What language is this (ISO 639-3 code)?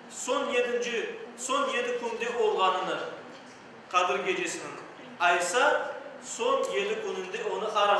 crh